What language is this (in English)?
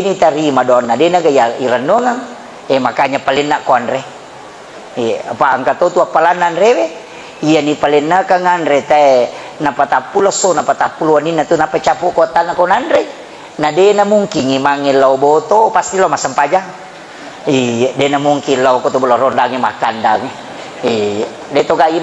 Buginese